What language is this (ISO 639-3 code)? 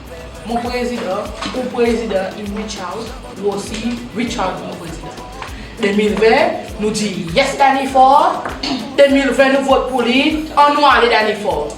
crs